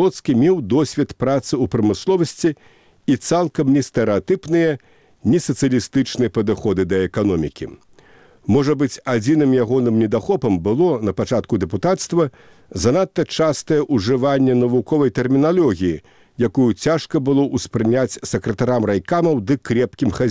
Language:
Belarusian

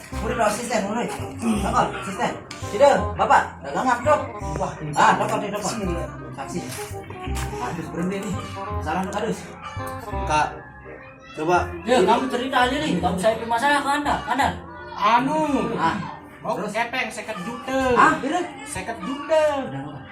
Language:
Sasak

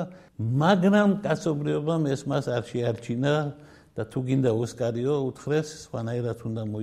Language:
Georgian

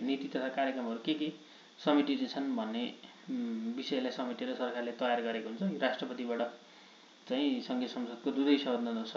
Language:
Nepali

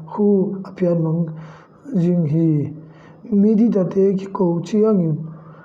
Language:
Tedim Chin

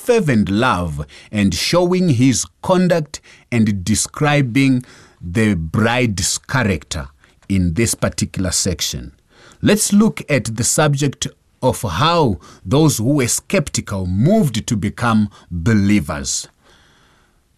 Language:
English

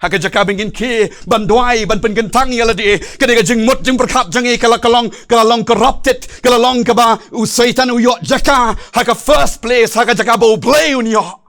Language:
Khasi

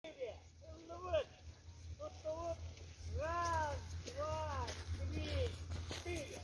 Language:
Yakut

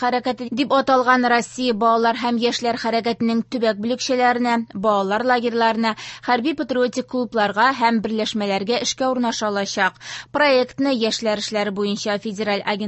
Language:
Tatar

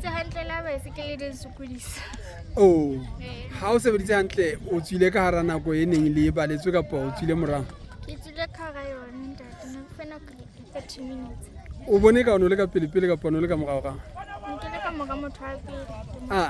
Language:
Southern Sotho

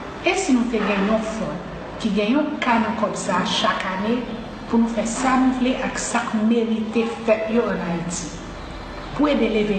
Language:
Haitian Creole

